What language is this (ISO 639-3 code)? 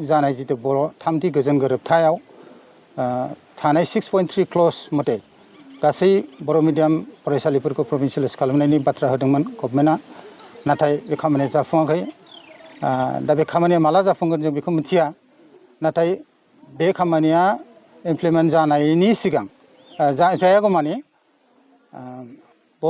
brx